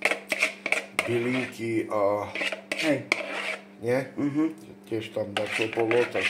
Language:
Slovak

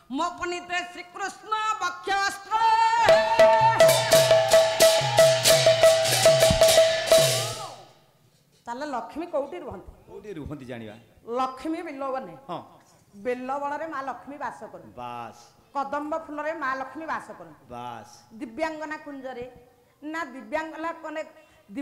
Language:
Odia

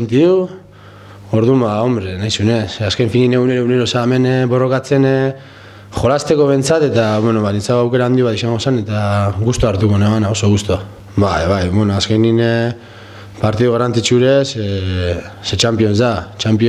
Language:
Basque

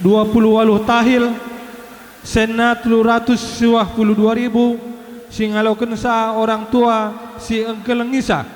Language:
Batak Karo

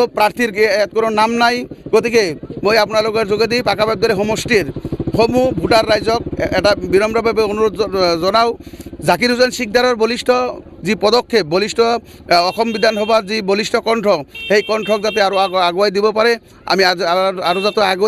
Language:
Assamese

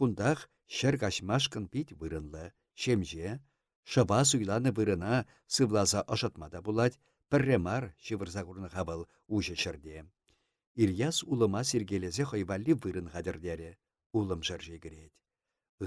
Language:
Chuvash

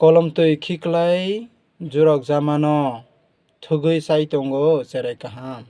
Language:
Kok Borok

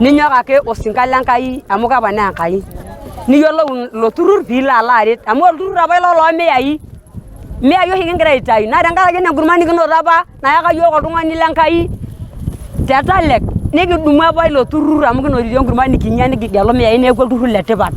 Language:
Masai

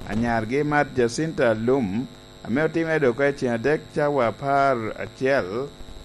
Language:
Lango (Uganda)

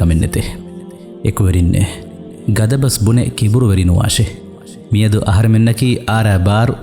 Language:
Divehi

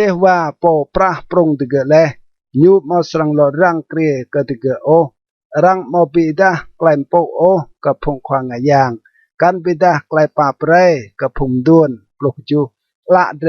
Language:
Rade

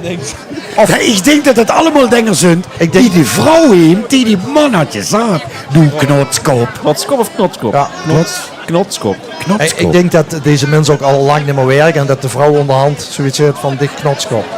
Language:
Limburgish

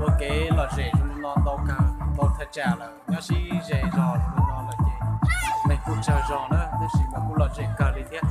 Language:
Hmong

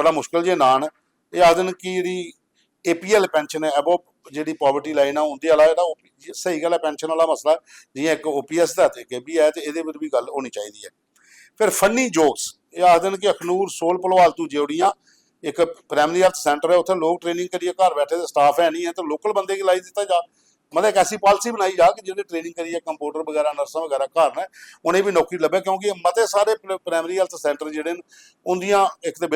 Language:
Dogri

